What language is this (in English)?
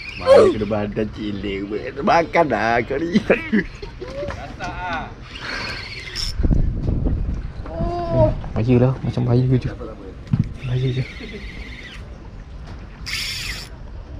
Malay